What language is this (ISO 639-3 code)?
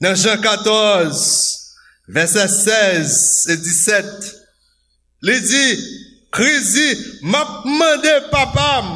hat